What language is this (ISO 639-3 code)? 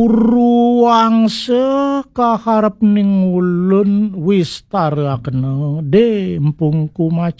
ban